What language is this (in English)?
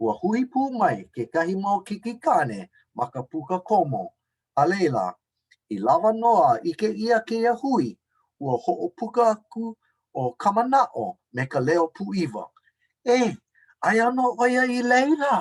Hawaiian